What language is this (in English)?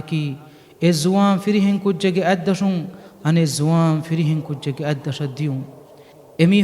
Divehi